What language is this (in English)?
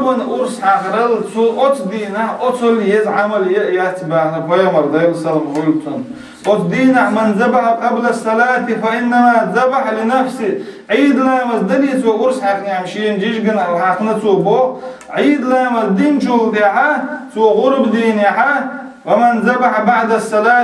Chechen